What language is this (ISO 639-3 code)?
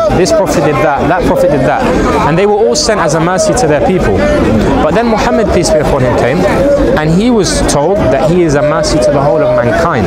eng